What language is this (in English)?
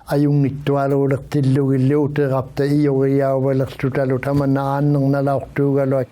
Inuktitut